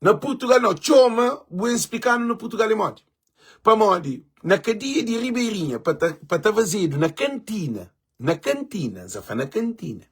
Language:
Kabuverdianu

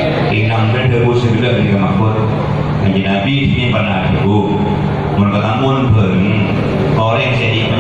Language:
Madurese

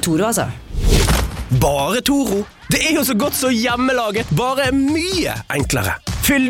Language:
Norwegian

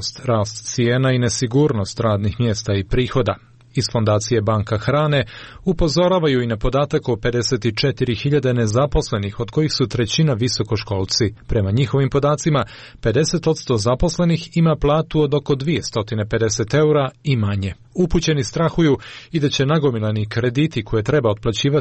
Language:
Serbian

